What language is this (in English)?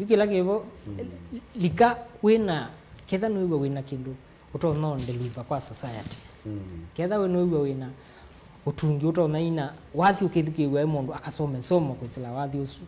Kamba